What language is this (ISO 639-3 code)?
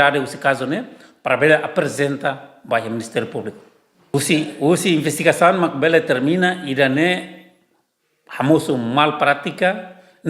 tet